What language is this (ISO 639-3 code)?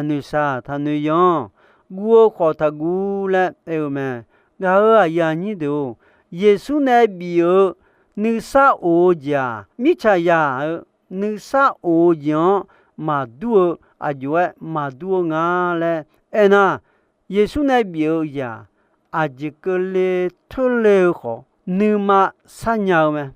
ahk